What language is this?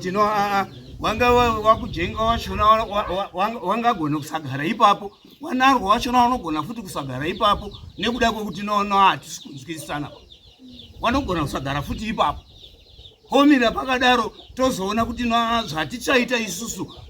Shona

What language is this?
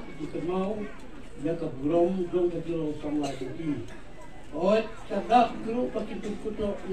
Khasi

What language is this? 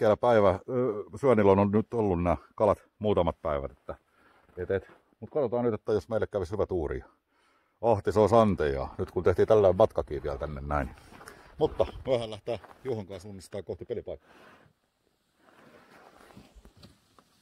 Finnish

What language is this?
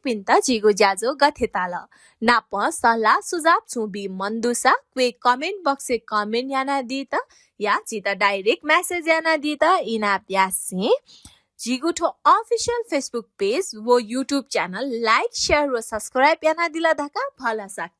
Newari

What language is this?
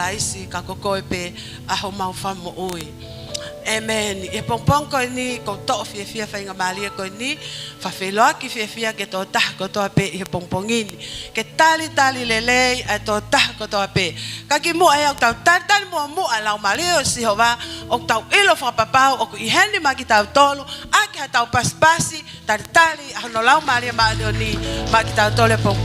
Tongan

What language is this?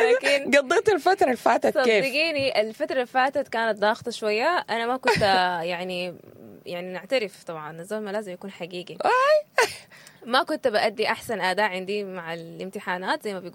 Sudanese Arabic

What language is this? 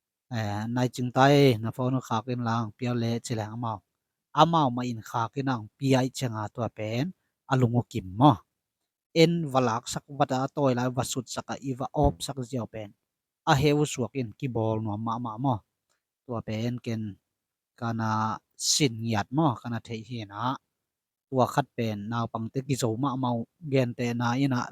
Tedim Chin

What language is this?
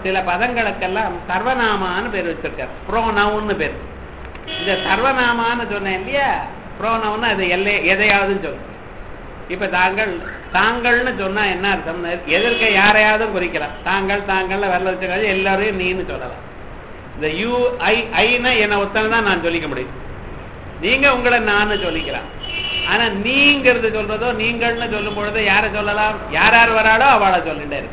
Tamil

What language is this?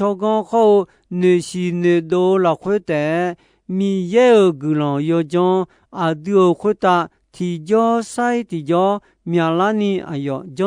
Akha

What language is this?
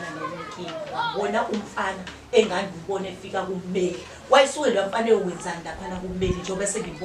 Zulu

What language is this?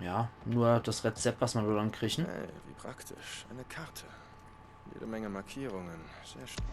Palatine German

